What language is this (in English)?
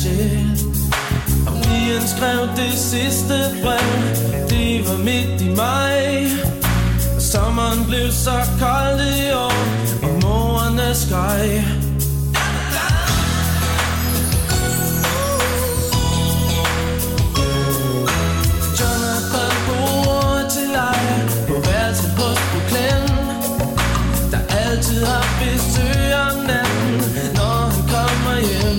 Danish